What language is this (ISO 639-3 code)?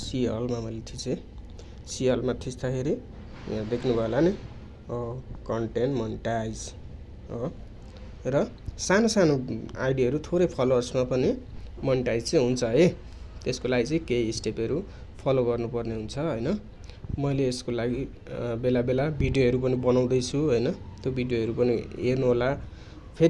nep